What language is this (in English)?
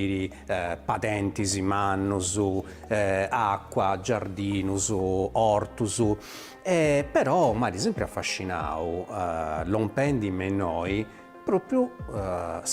Sardinian